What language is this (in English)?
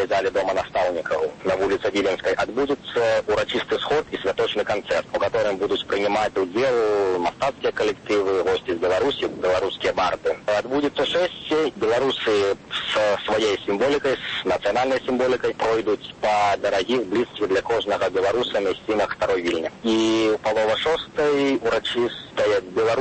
Belarusian